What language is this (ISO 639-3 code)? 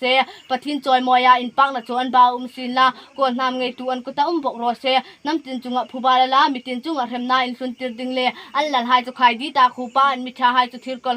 hmr